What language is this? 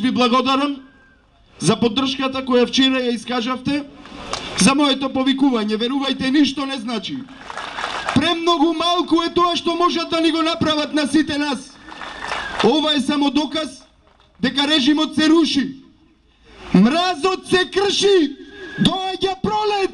Macedonian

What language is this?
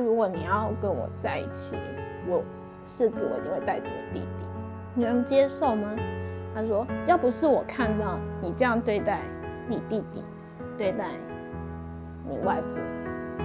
Chinese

